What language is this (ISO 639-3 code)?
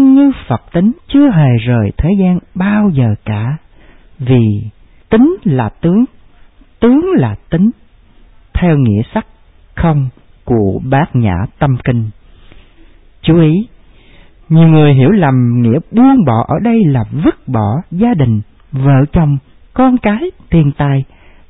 vie